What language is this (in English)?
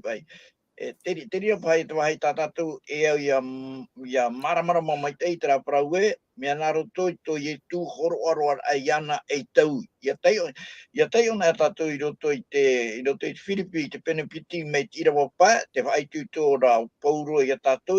Tahitian